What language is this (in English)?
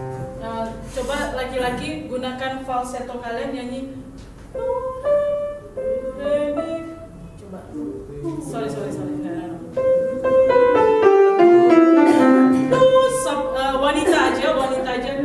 Indonesian